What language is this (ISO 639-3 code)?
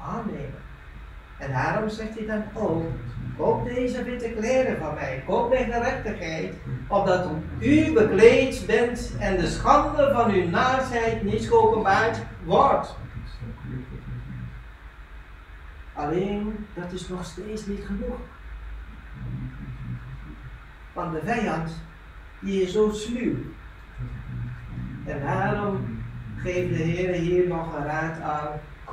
nld